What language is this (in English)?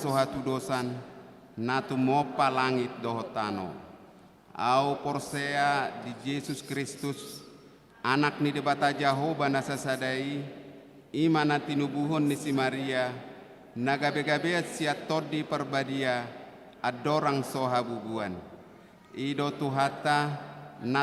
Batak Toba